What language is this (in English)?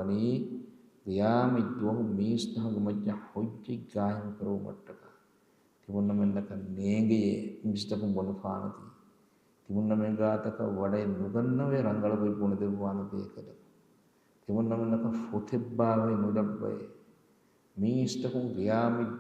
Divehi